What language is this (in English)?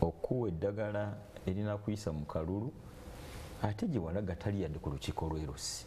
Ganda